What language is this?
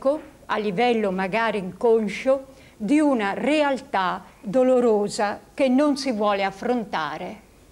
Italian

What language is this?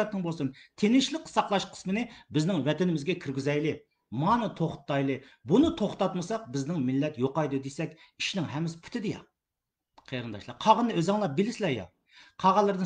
Uyghur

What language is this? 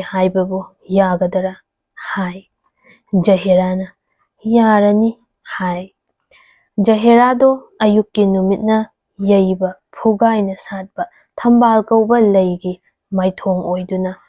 Manipuri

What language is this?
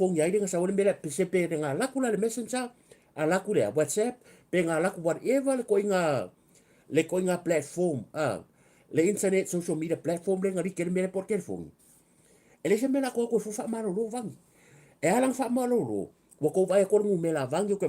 Samoan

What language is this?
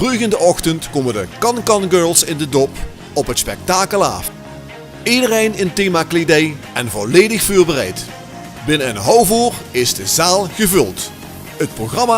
Limburgish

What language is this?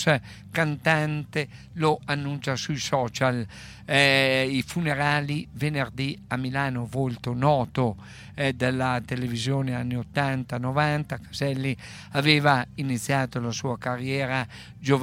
Italian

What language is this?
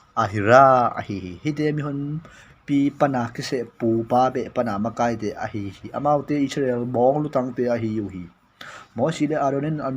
Tedim Chin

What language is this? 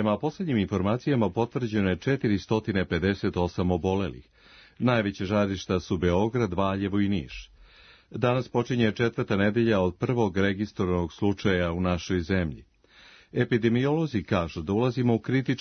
Serbian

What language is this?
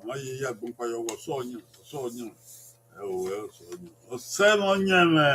Bini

